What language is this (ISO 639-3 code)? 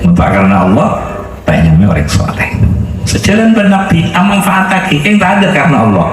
mad